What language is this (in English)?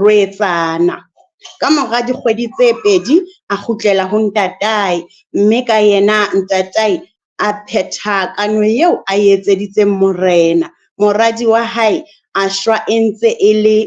Southern Sotho